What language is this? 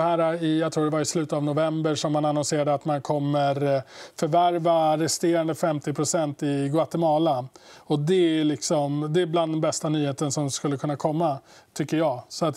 Swedish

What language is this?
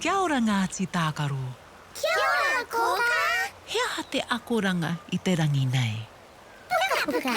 Māori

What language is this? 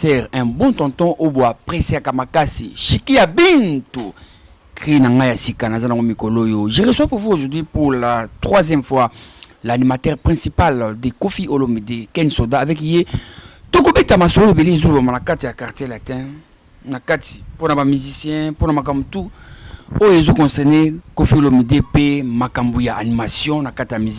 Lingala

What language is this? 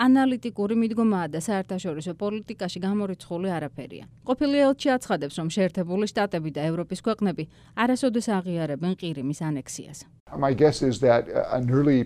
Georgian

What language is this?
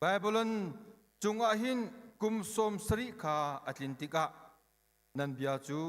Hakha Chin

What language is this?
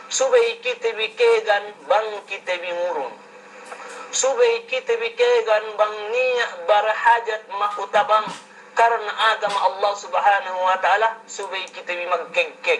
Yakan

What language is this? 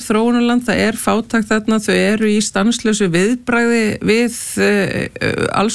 Icelandic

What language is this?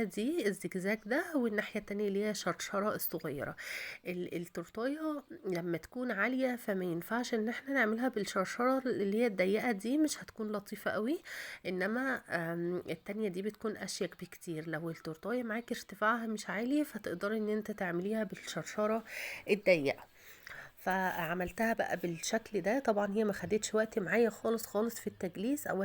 Egyptian Arabic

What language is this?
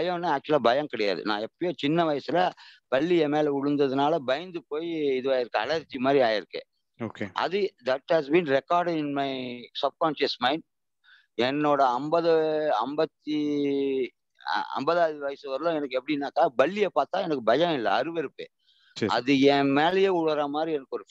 Tamil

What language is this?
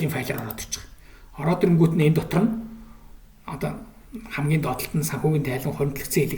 Mongolian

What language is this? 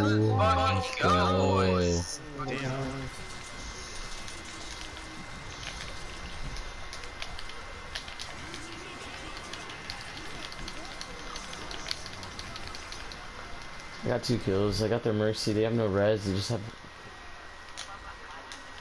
English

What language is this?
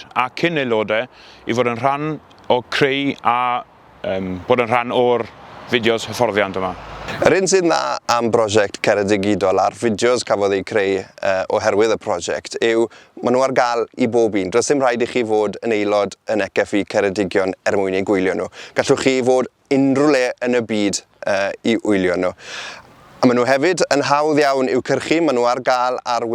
Welsh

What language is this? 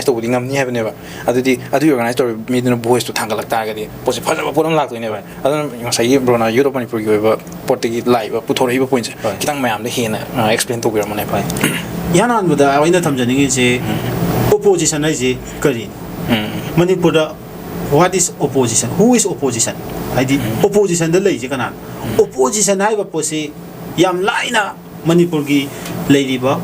Manipuri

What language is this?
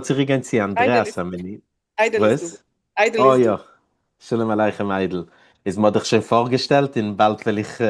Yiddish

